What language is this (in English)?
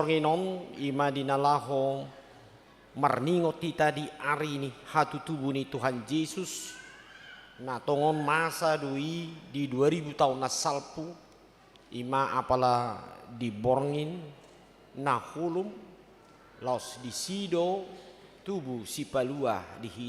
Batak Toba